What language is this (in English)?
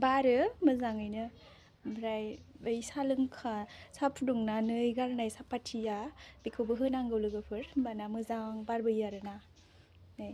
Bodo